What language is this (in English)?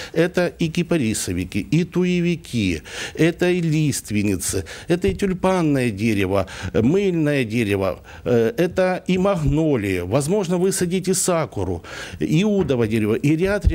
Russian